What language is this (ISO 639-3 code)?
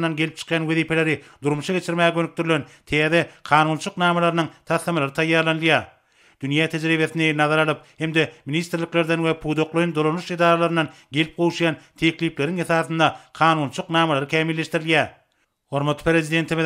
tuk